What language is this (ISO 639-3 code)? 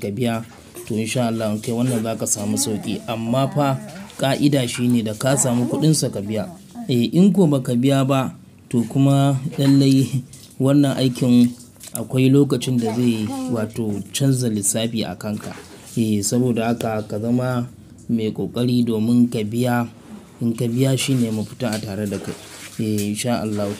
hau